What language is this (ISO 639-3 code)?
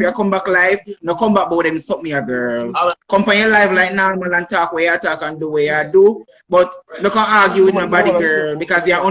jam